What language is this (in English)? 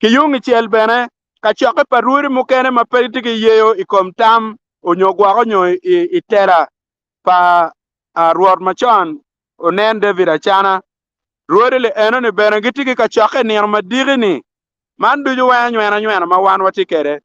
Acoli